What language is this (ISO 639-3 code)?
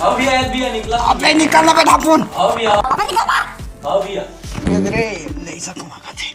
hne